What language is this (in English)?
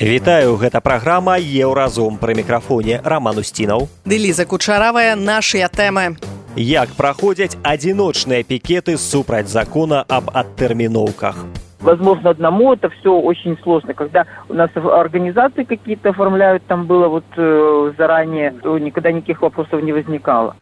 Belarusian